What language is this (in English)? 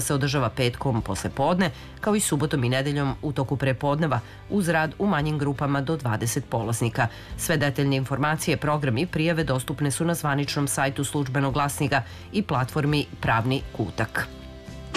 Serbian